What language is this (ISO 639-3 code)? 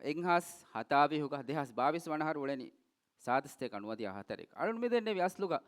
div